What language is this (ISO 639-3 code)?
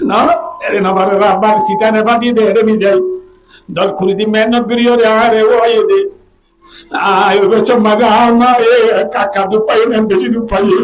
rhg